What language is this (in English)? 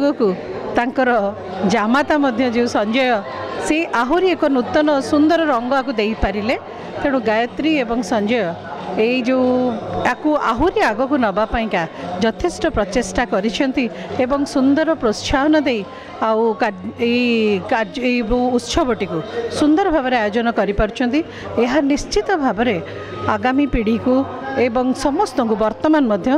Odia